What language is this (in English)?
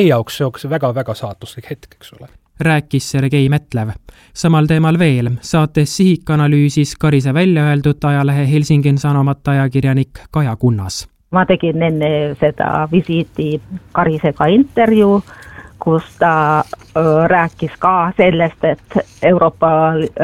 Estonian